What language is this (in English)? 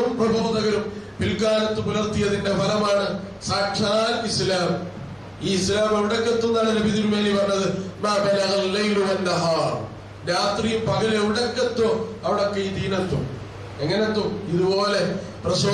Malayalam